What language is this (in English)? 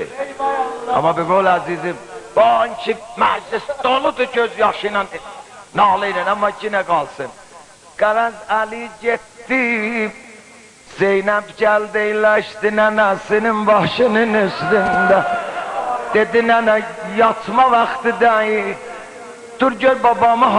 South Azerbaijani